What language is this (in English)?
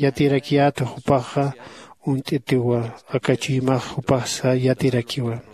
Aymara